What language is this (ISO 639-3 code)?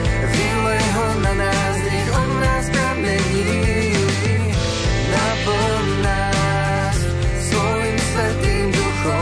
slk